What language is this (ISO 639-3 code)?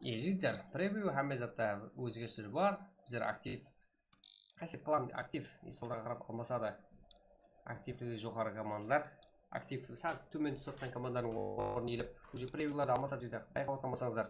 kaa